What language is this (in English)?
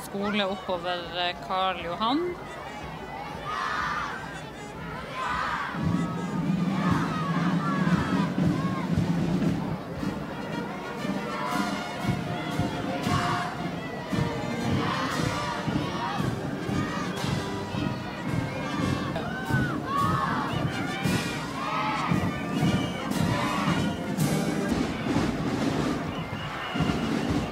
Norwegian